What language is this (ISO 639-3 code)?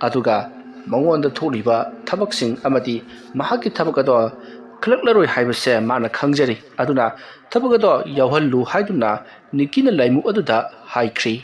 mni